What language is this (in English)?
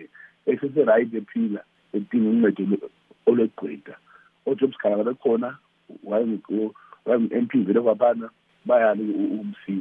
North Ndebele